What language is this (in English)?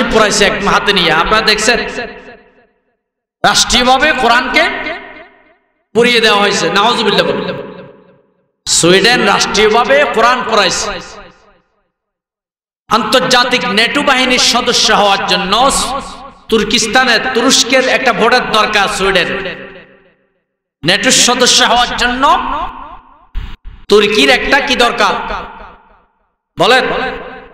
Bangla